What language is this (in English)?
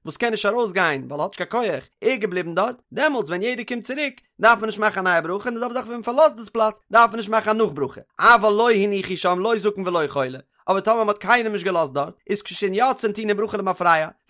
Yiddish